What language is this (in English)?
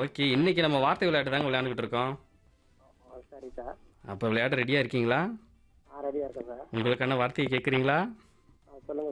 Tamil